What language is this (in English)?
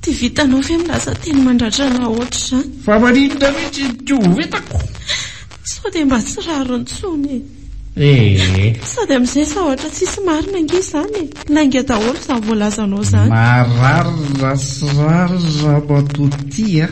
Malagasy